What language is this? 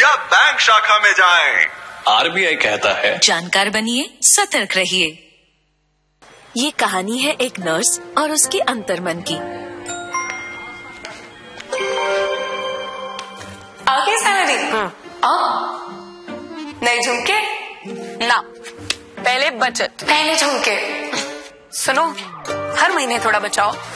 Hindi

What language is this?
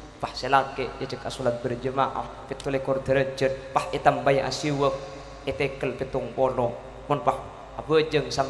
Madurese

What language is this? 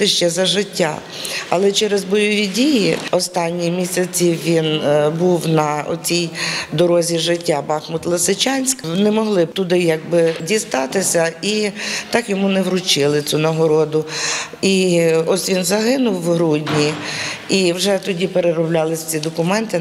Ukrainian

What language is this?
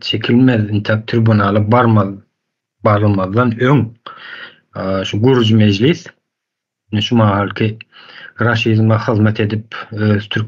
Turkmen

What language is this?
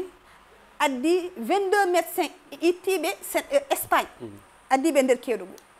Fula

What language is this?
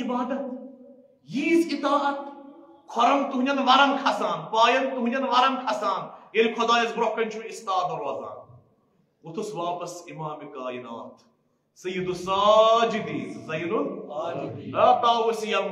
Kashmiri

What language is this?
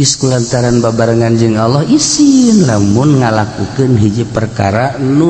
Sundanese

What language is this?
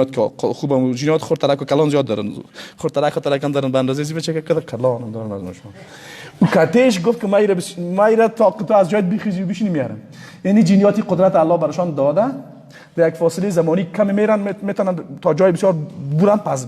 Persian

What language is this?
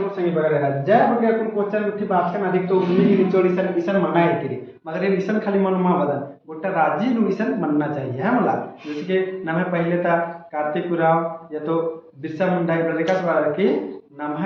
Kurukh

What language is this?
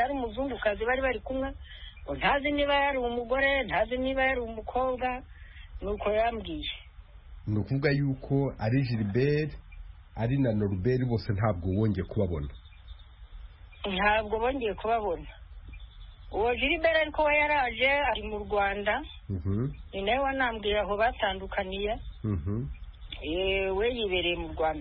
Kinyarwanda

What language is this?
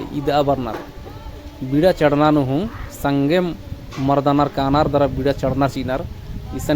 Kurukh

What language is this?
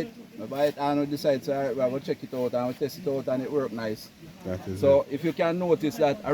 Jamaican Creole English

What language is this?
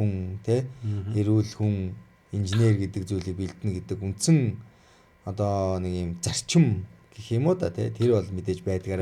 Mongolian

